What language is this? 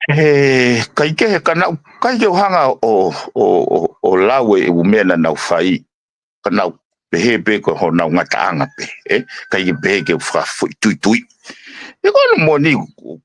Tongan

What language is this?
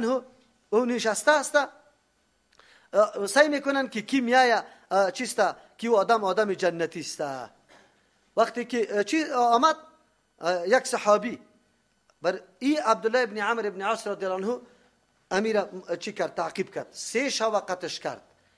Persian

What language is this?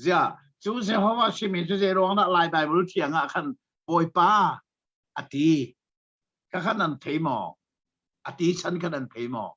Hakha Chin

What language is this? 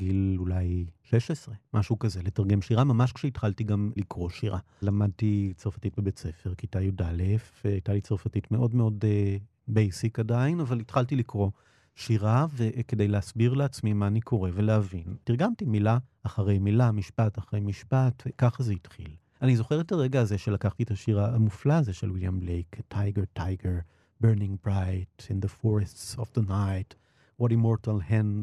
Hebrew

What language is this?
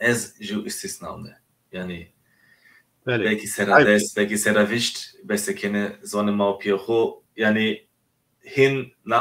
Zaza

